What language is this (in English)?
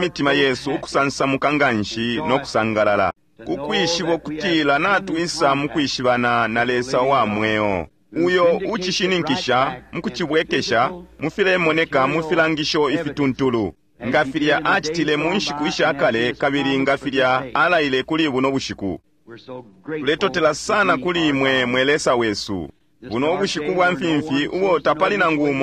Bemba